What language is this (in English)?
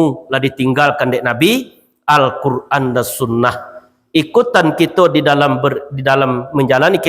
Minangkabau